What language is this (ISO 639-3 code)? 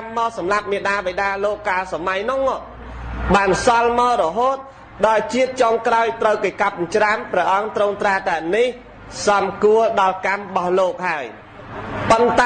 khm